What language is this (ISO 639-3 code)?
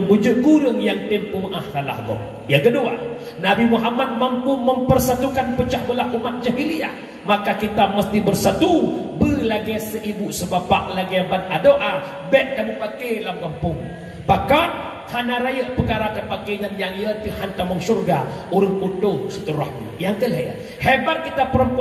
ace